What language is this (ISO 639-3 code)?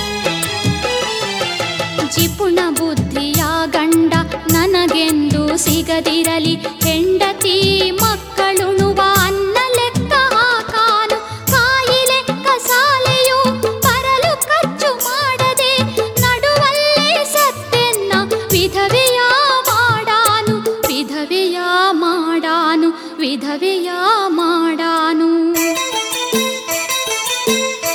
kan